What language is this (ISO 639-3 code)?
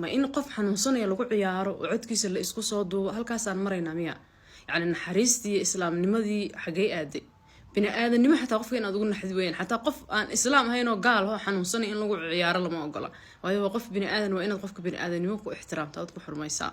som